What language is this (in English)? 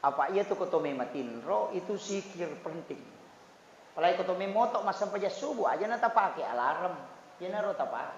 Buginese